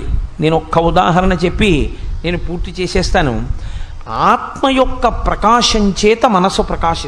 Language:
Telugu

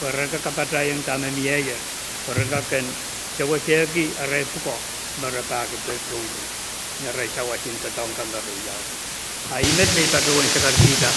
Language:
Pohnpeian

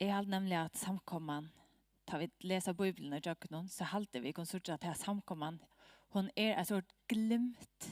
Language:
Faroese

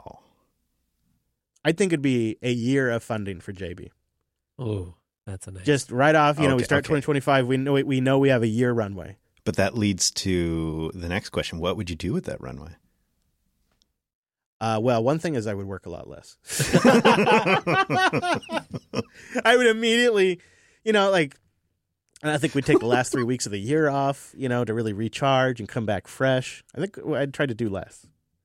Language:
English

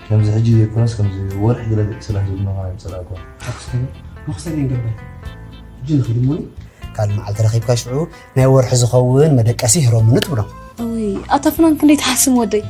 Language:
Tigrinya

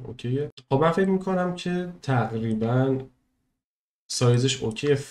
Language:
Persian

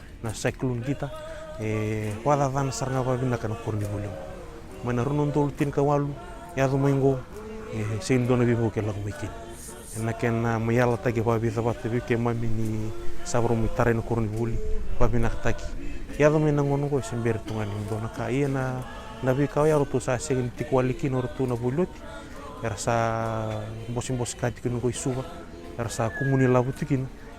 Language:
Fijian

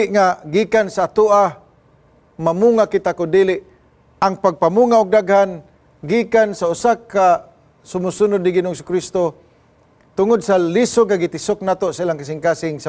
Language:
Cebuano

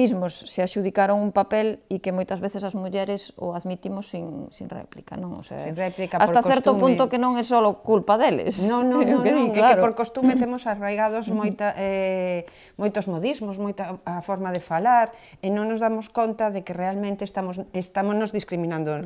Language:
Galician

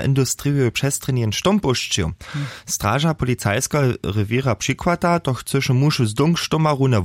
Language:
Upper Sorbian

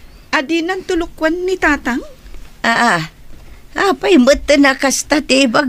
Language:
Iloko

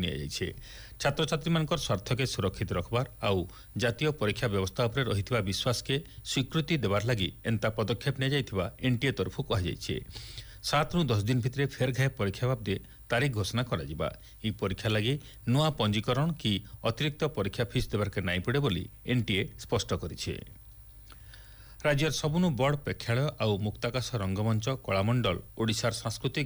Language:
Odia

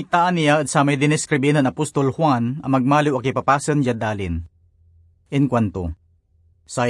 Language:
Pangasinan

